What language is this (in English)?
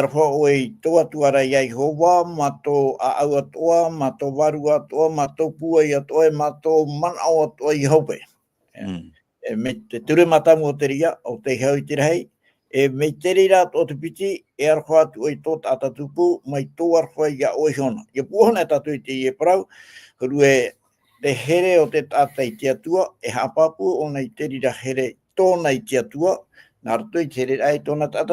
Tahitian